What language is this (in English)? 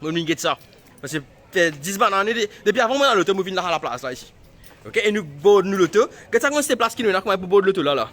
Morisyen